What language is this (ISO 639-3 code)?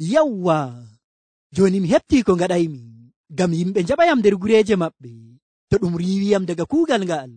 fuv